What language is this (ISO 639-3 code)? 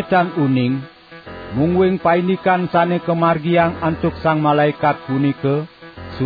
ban